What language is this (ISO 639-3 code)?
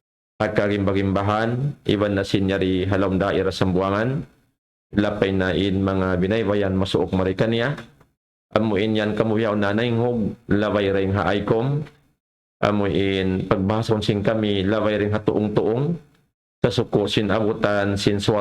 tsg